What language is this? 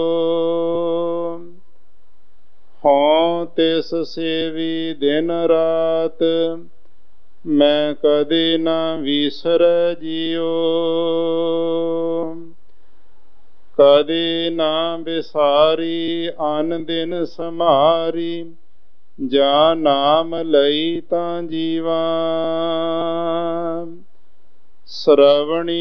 Punjabi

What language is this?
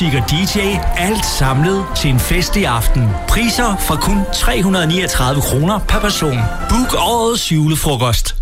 Danish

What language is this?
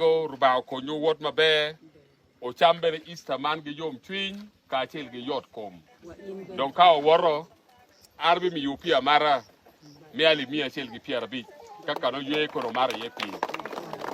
Acoli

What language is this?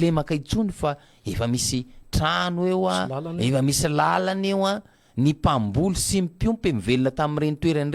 Malagasy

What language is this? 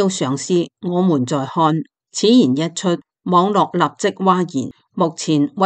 Cantonese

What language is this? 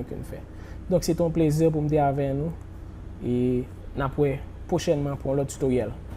Haitian Creole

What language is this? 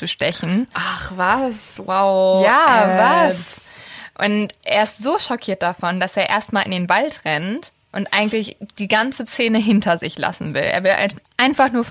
German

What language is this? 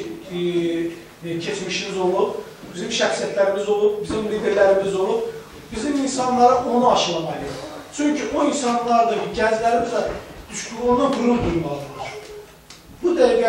South Azerbaijani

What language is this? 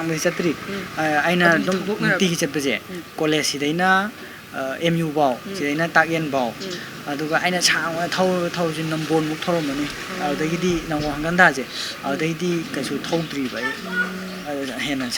Manipuri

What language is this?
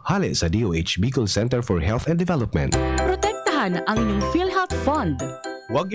Bikol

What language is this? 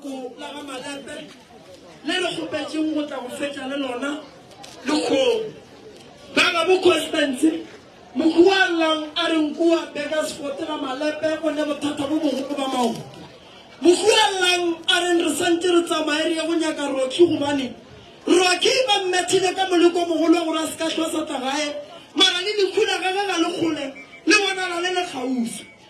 Northern Sotho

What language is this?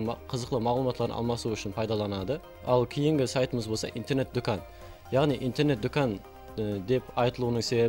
Kara-Kalpak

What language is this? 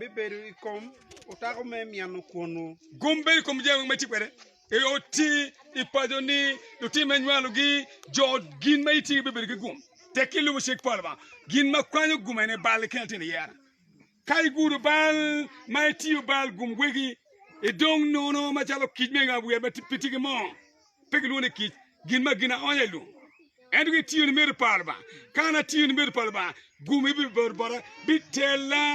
Acoli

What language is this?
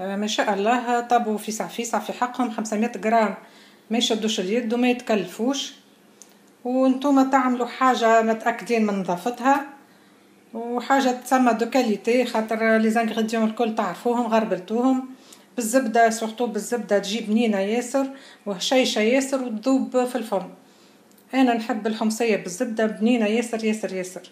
Tunisian Arabic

